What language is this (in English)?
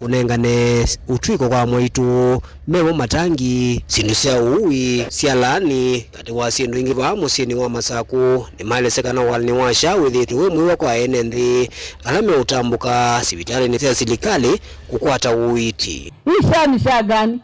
Kamba